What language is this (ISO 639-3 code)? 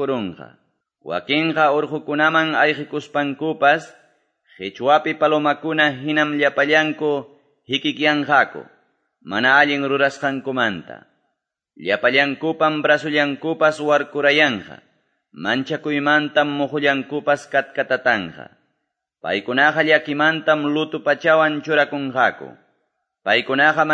que